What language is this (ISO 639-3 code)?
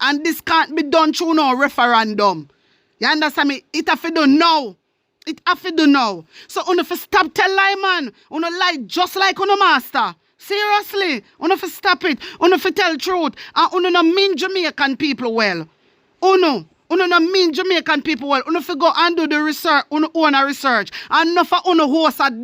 jam